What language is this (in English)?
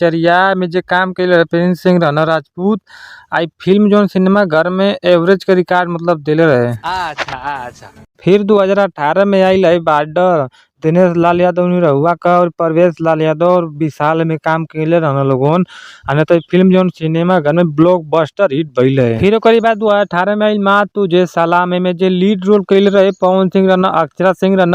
Bhojpuri